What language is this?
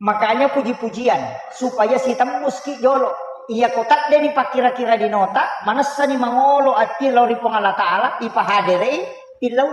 Buginese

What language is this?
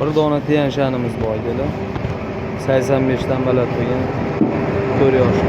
Uzbek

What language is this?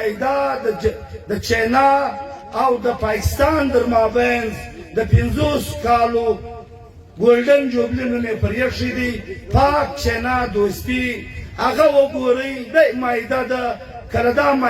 Pashto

